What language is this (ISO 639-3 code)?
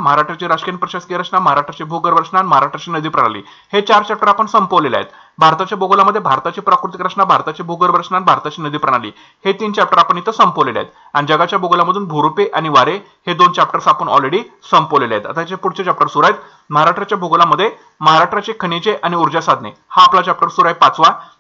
mar